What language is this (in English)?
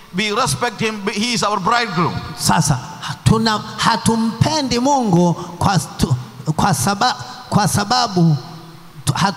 Swahili